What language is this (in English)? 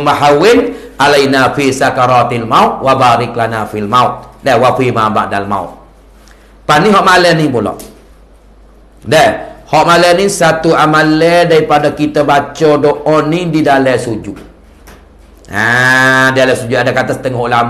Malay